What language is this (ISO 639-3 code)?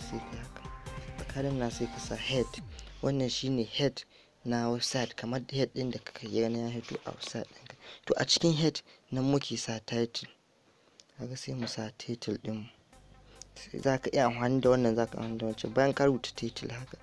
hau